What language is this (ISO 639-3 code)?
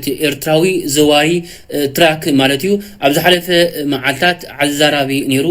tir